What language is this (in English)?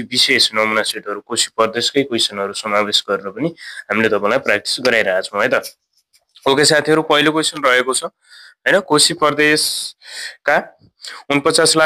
Nepali